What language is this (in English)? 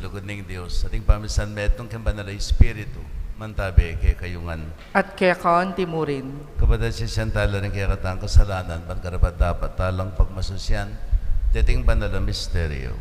Pampanga